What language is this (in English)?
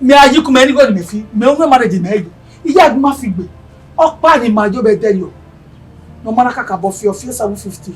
Bini